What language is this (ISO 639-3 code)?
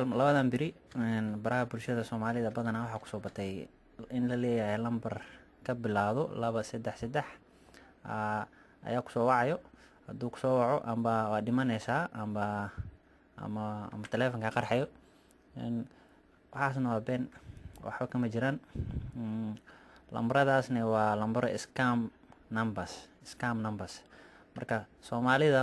som